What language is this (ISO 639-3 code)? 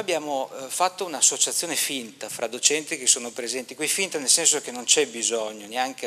ita